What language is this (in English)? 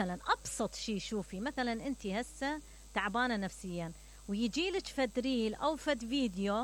Mesopotamian Arabic